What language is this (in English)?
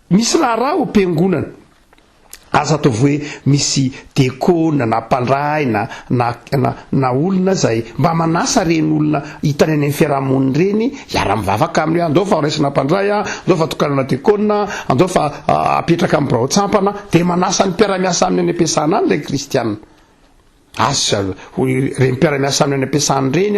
Malagasy